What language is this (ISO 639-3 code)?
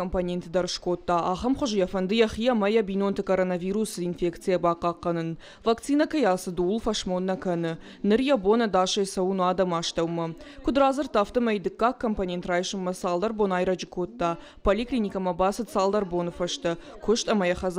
oss